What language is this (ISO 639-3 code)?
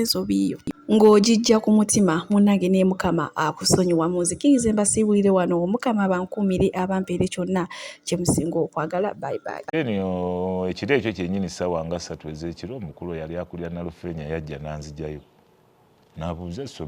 lug